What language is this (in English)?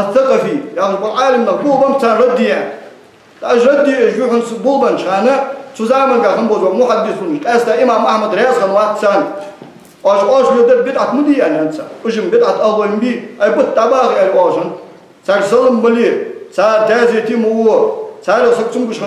Ingush